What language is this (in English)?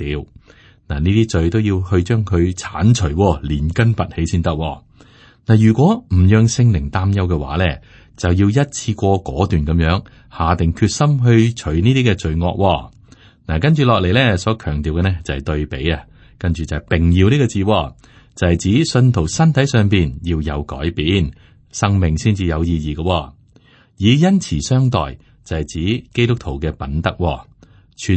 Cantonese